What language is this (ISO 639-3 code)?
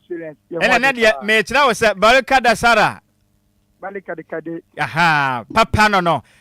aka